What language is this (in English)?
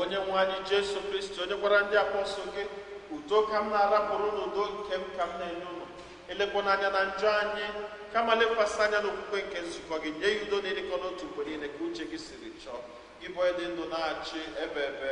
Igbo